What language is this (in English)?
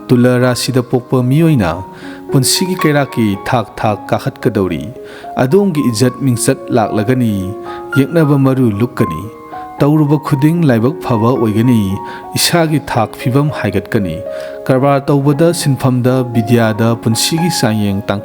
Manipuri